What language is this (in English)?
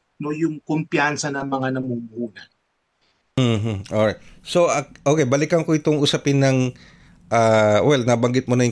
Filipino